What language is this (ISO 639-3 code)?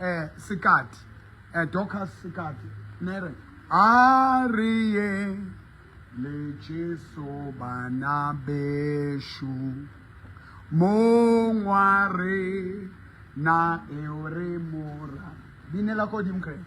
sot